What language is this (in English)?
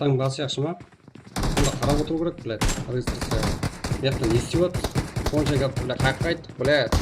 Kara-Kalpak